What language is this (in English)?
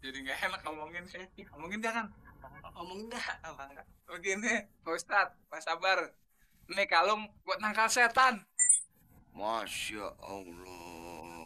Betawi